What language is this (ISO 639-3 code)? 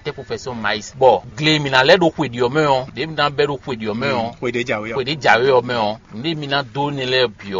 fon